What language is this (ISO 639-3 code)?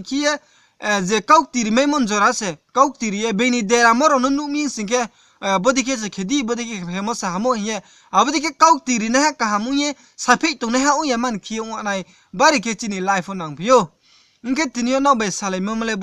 ria